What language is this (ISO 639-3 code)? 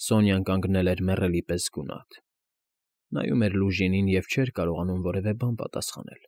hye